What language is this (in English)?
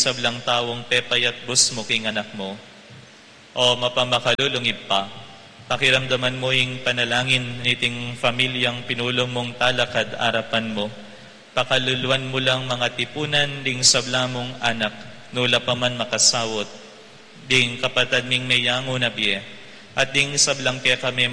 Pampanga